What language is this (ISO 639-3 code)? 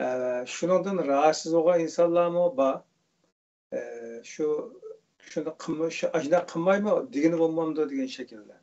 uig